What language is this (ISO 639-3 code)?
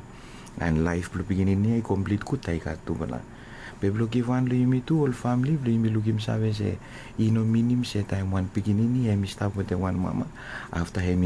bis